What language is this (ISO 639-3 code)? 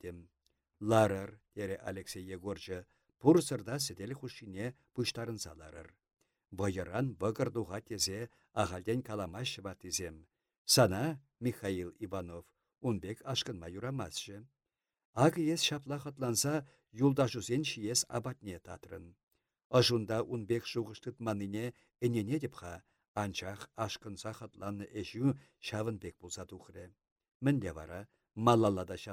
chv